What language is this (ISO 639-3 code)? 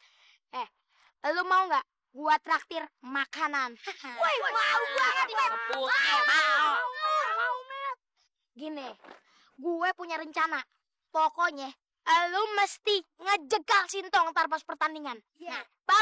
bew